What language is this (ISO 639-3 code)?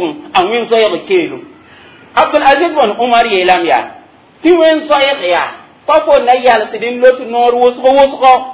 mos